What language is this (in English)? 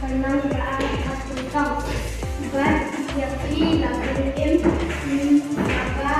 Khasi